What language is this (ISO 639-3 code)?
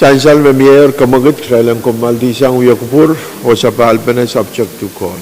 pon